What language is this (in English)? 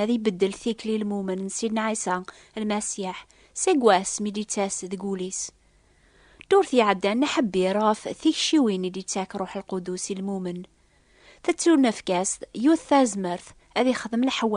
Kabyle